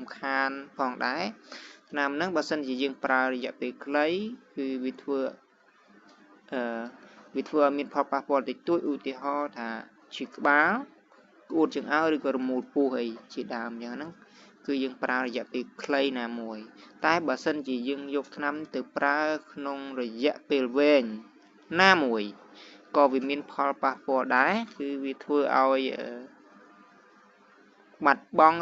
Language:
Khmer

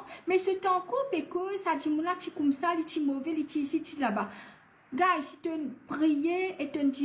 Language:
Morisyen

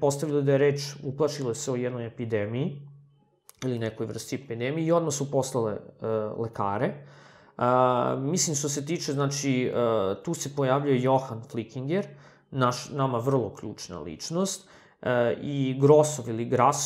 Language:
Serbian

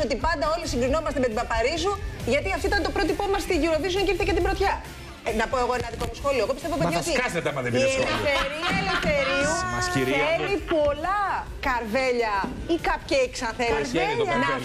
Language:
Greek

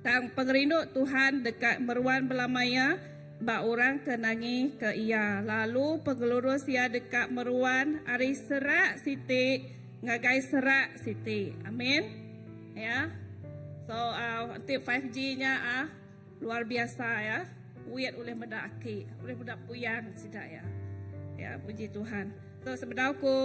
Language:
Iban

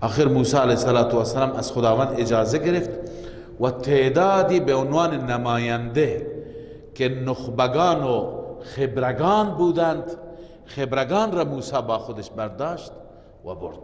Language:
Persian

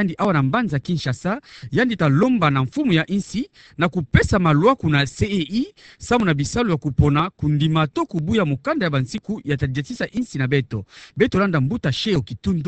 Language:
Kituba (Democratic Republic of Congo)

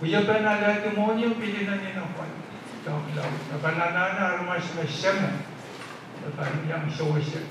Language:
Pohnpeian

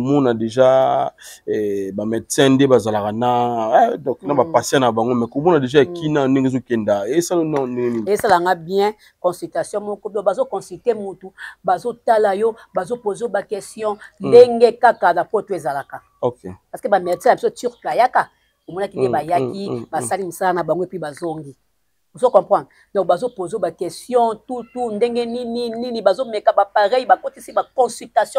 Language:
Lingala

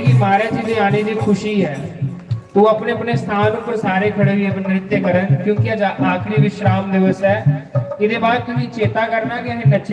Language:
Dogri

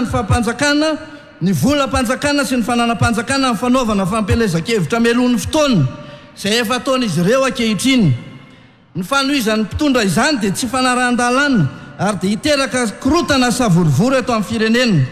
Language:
Malagasy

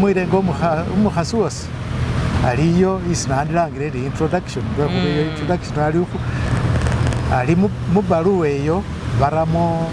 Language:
Masaaba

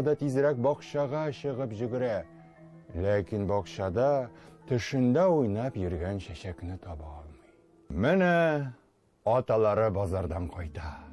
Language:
Tatar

